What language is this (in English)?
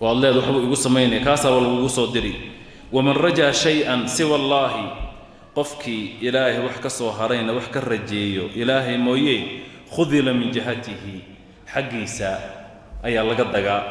Somali